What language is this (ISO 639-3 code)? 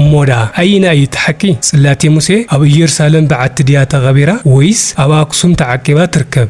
tir